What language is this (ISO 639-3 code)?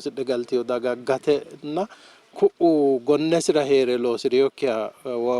sid